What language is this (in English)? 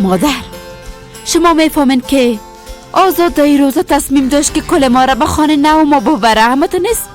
Persian